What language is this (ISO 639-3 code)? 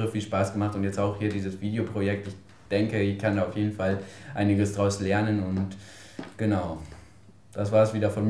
deu